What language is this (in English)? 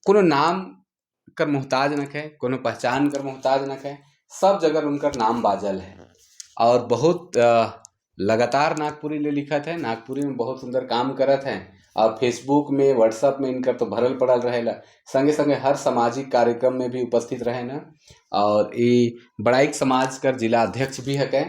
Sadri